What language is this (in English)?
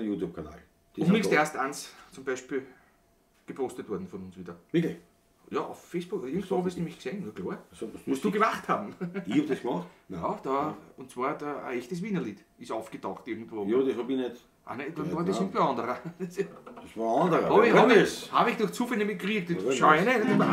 Bavarian